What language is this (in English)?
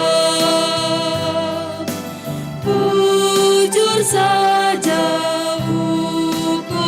Batak Karo